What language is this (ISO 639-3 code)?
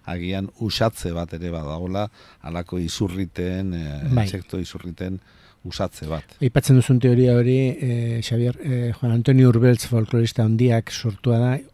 eus